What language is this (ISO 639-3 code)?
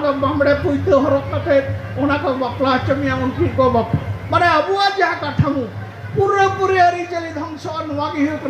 sat